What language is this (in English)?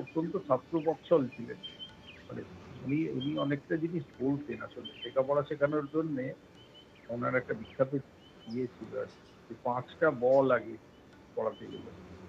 Bangla